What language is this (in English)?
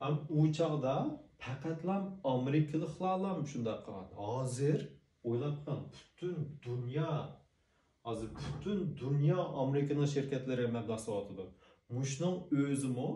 Uyghur